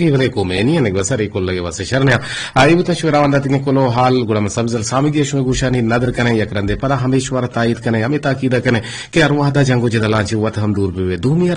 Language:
Eastern Balochi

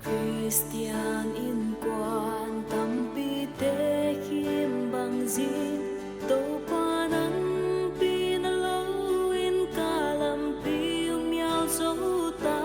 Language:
Paite Chin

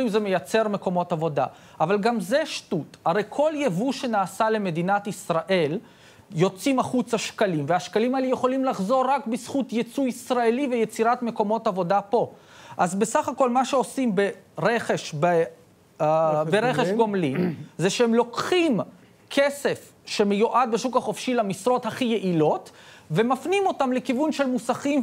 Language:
Hebrew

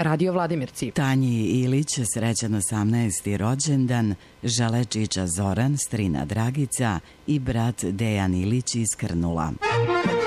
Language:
Serbian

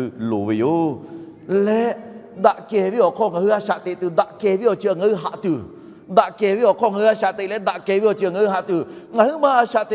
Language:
Lahu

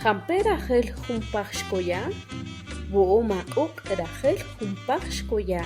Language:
Kaqchikel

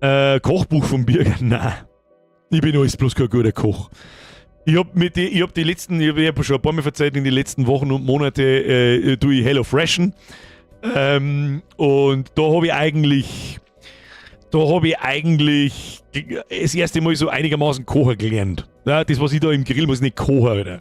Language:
Bavarian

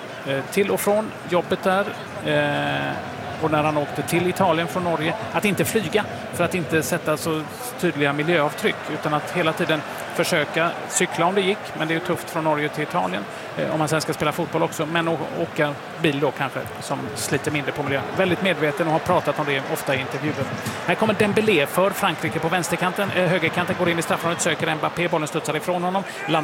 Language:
Swedish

